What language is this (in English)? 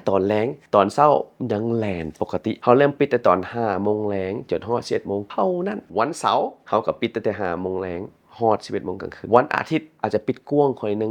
Lao